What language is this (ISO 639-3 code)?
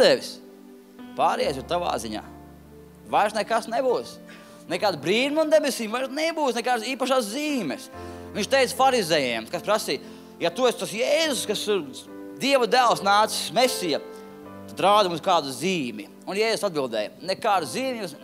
lav